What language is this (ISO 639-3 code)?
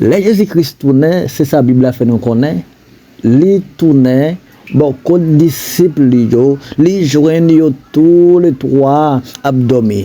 hat